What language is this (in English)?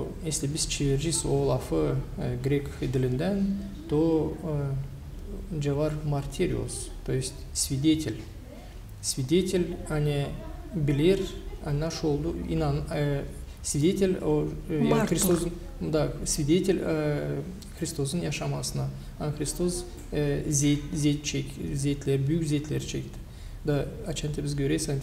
Gagauz